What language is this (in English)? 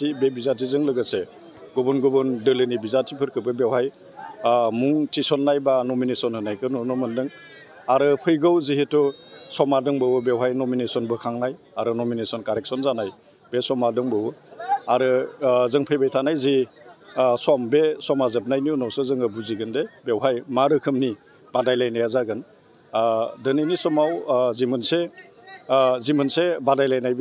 Bodo